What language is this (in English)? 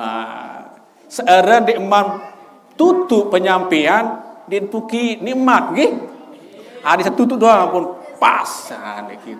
Sasak